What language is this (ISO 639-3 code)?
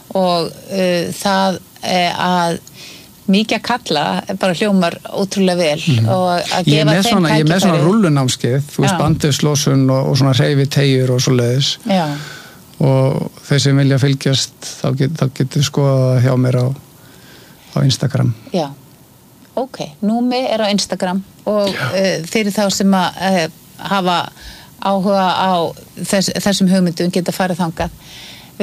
isl